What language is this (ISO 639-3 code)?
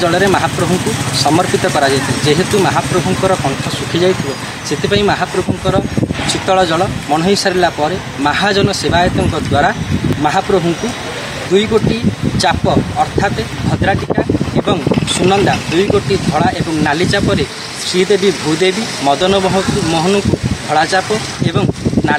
ori